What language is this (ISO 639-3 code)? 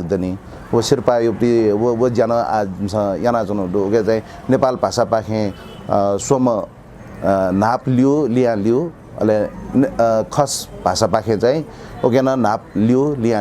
new